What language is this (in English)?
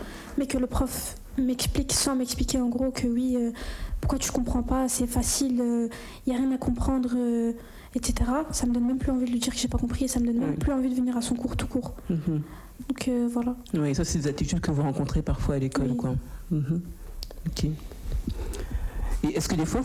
French